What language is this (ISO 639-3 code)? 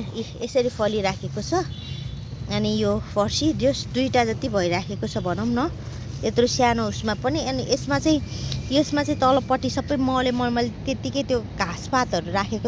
nep